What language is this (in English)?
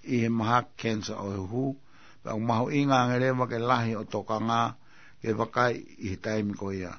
Tongan